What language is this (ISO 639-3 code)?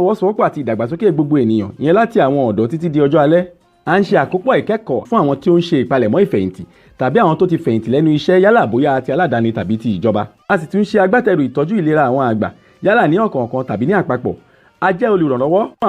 yor